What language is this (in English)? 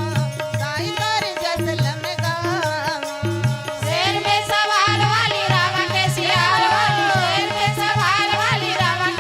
Chhattisgarhi